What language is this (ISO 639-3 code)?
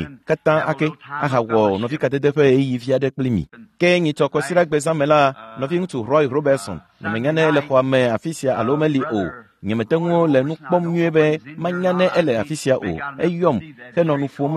ewe